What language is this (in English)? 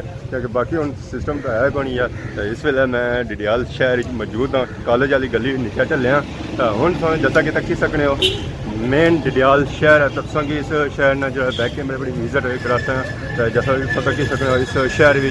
Pahari-Potwari